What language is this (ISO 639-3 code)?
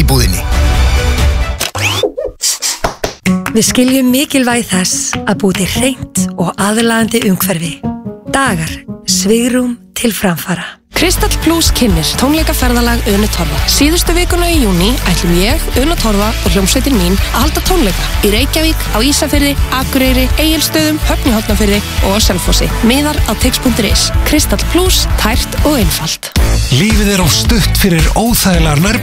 isl